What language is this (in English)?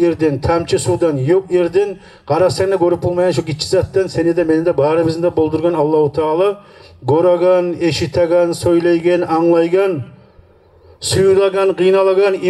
Kumyk